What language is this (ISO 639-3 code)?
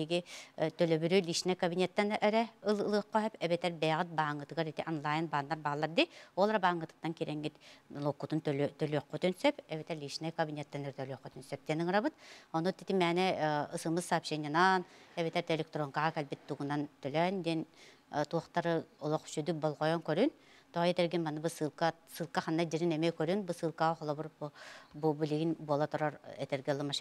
sah